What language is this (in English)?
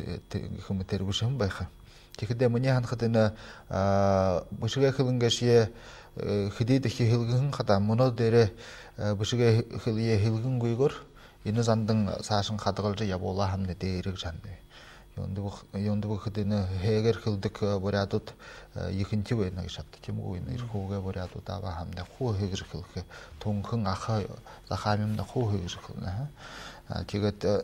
Buriat